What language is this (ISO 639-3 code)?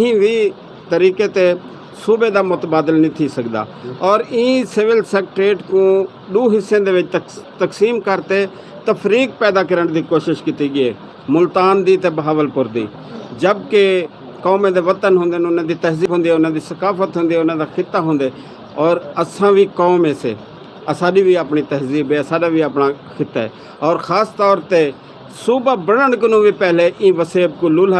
skr